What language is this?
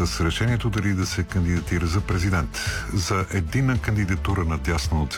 Bulgarian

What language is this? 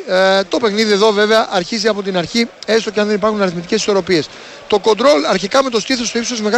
Greek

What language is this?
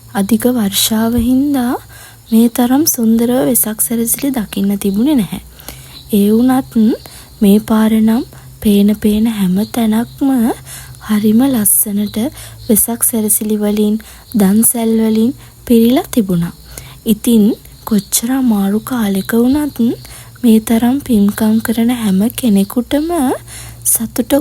Sinhala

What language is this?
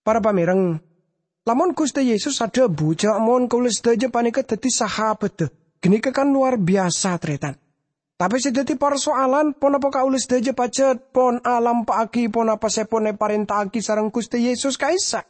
Madurese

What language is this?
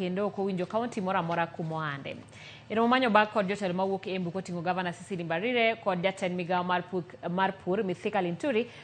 Luo (Kenya and Tanzania)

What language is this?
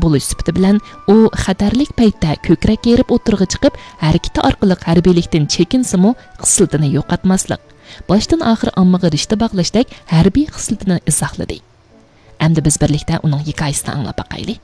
Uyghur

